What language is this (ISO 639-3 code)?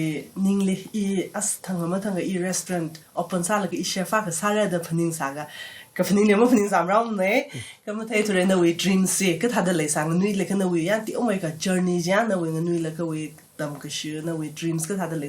nmf